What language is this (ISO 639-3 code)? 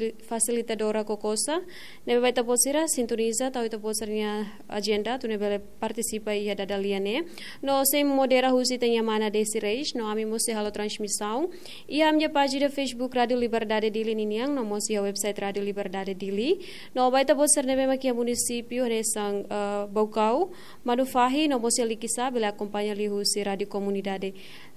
tet